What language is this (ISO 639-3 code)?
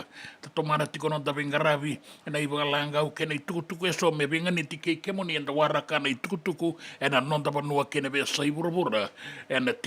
fij